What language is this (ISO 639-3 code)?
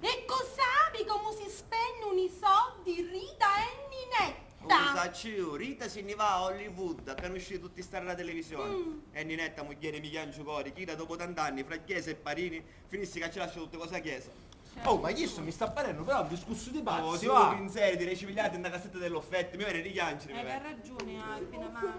scn